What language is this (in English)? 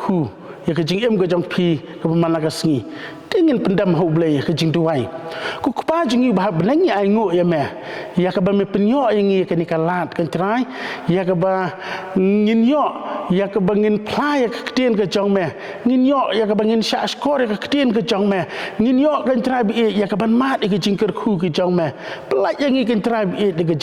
Khasi